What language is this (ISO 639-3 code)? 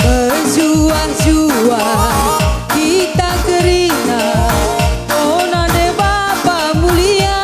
btx